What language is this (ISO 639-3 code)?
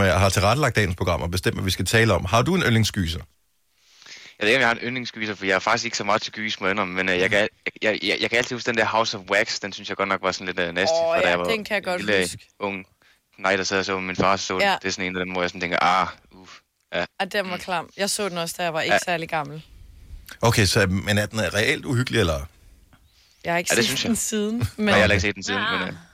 dan